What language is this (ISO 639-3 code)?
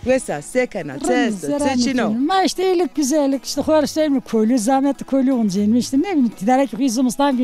zza